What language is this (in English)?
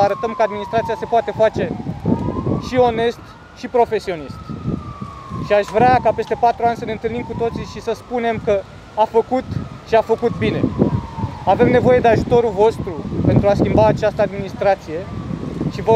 Romanian